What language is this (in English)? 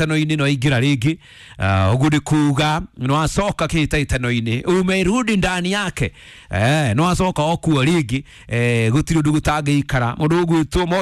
Kikuyu